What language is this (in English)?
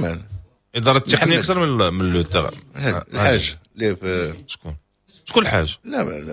Moroccan Arabic